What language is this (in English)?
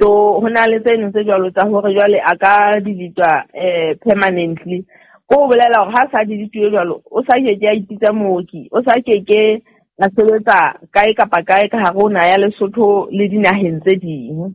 Southern Sotho